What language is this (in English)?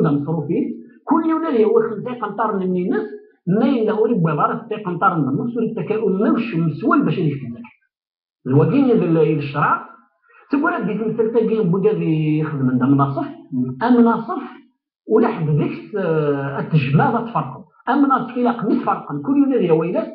Kabyle